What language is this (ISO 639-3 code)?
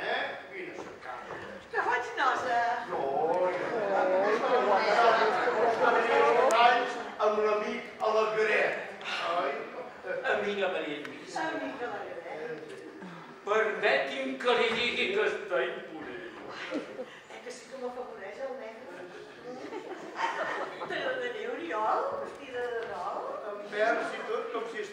cat